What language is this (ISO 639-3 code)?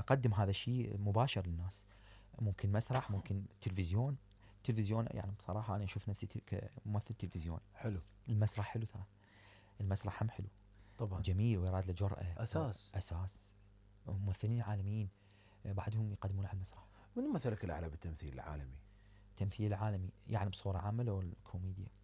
acm